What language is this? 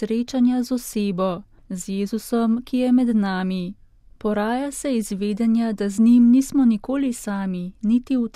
Slovenian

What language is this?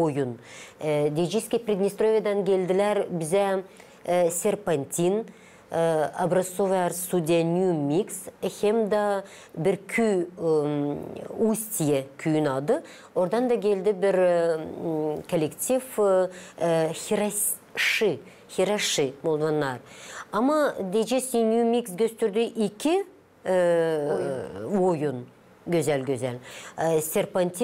Gagauz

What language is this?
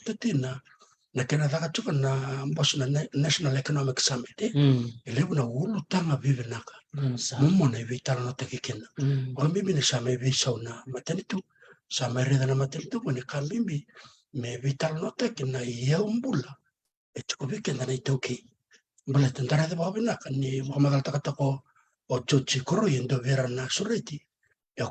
Fijian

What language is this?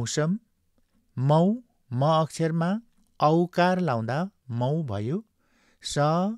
Nepali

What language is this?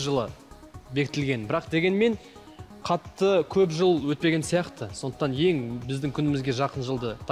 Kazakh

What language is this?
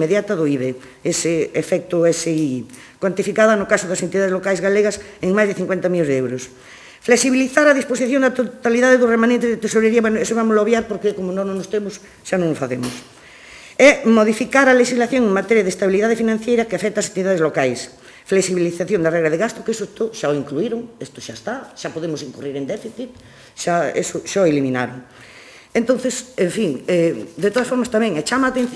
Galician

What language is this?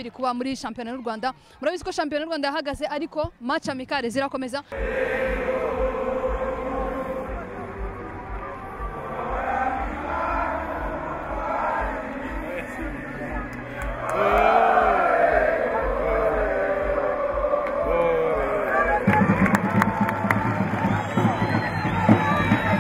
Kinyarwanda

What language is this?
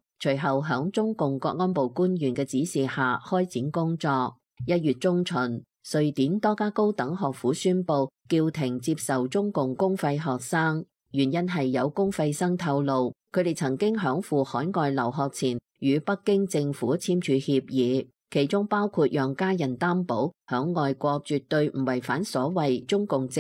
Cantonese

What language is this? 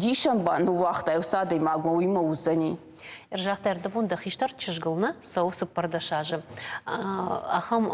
Ossetic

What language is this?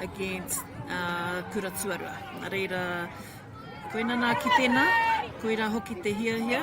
Māori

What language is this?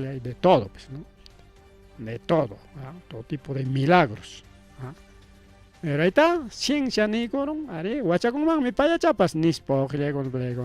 Ayacucho Quechua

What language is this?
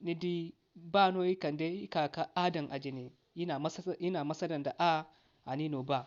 Zarma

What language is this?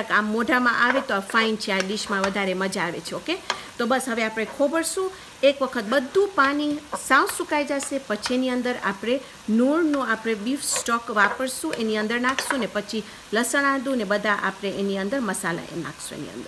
Gujarati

